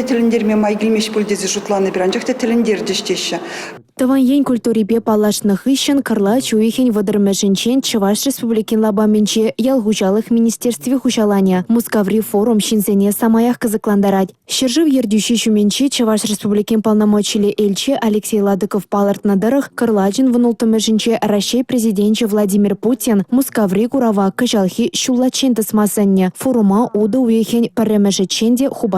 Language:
Chuvash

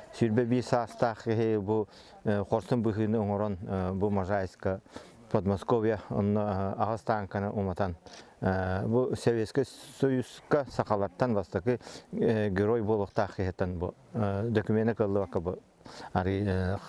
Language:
Yakut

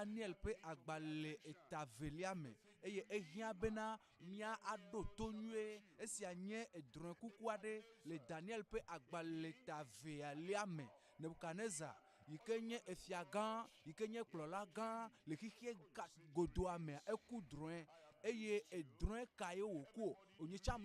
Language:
Ewe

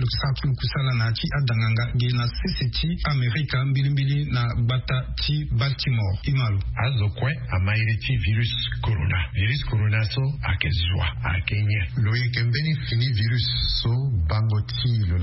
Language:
Sango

